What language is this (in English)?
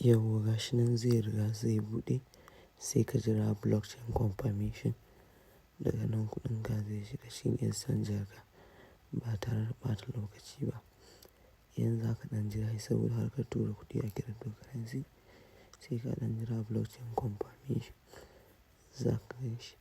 Hausa